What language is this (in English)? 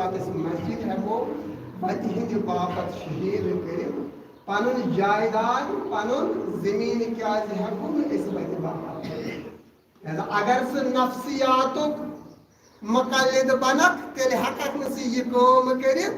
Kashmiri